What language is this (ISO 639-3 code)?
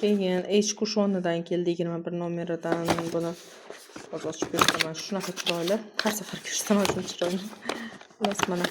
uzb